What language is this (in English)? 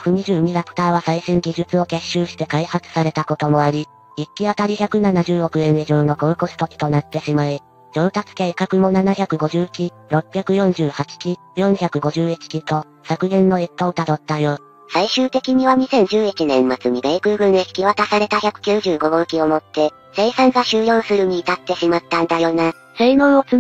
Japanese